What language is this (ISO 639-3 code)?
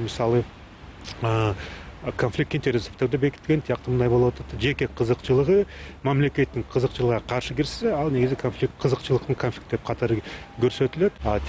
kir